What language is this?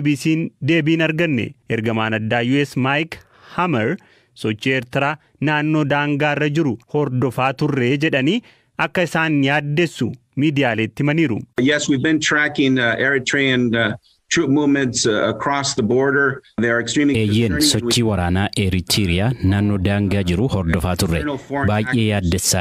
Oromo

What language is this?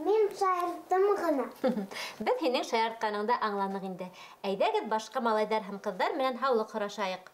Bashkir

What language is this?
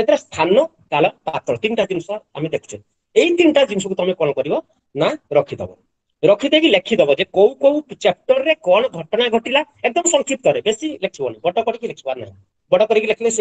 Odia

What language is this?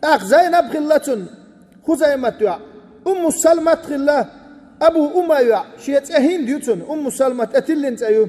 Chechen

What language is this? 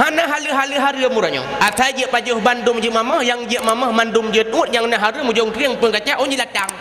Achinese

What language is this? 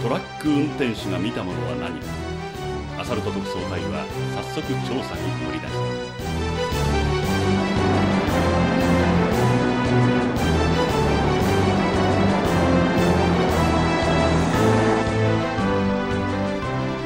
Japanese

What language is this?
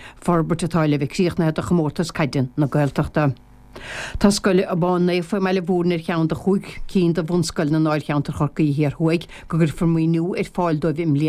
Irish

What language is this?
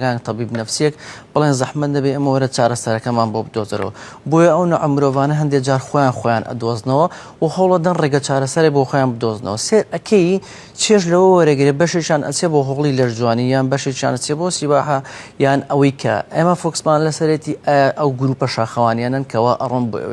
Central Kurdish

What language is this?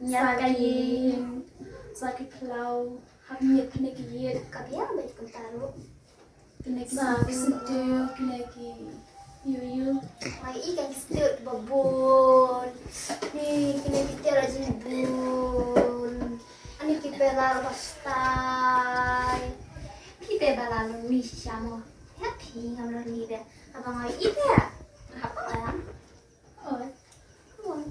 Khasi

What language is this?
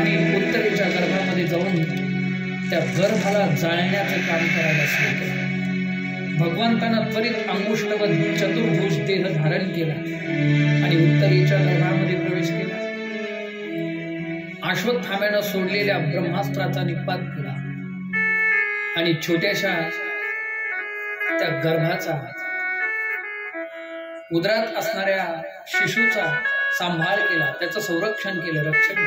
Marathi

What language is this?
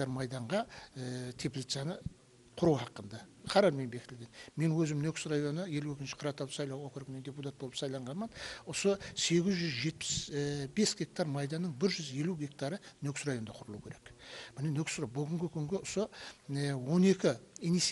Kazakh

